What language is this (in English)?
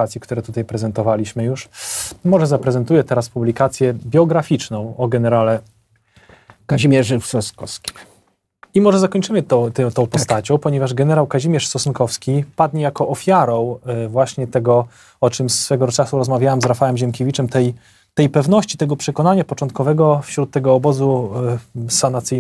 Polish